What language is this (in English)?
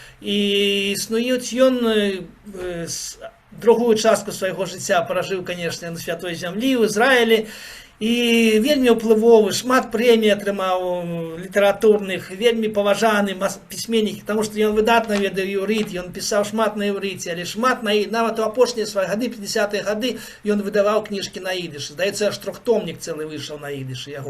Belarusian